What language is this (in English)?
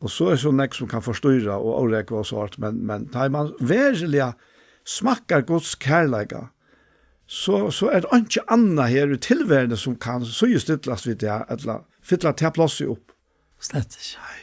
Faroese